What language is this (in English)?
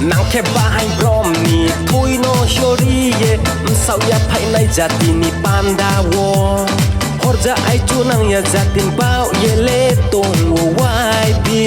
Riang (India)